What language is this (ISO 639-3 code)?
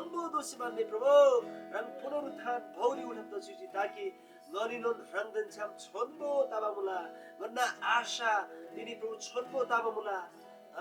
taj